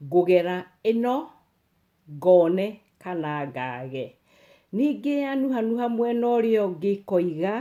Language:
Kikuyu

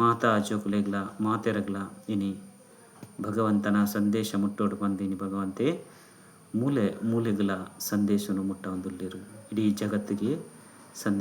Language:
Tulu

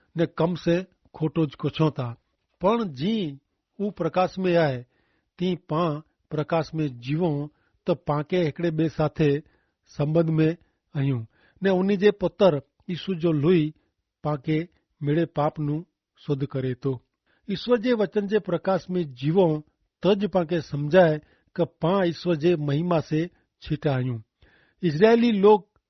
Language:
Kachhi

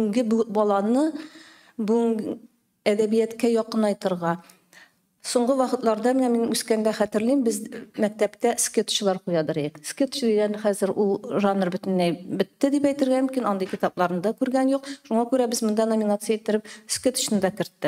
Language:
Tatar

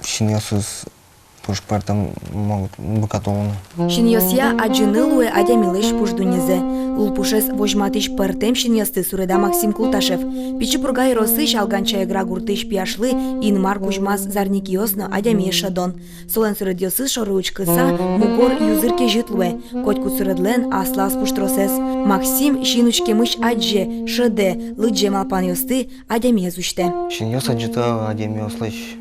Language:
Udmurt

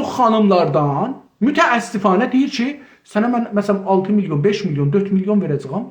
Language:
South Azerbaijani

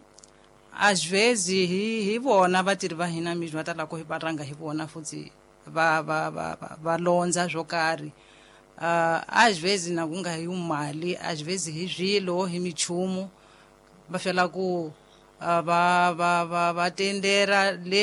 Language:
Tsonga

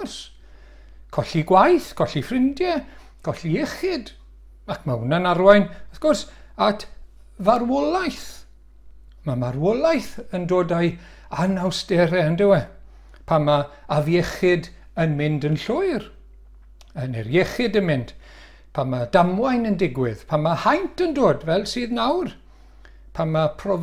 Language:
Welsh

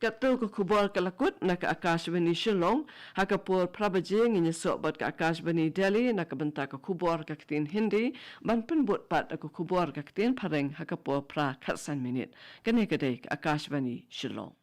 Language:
Khasi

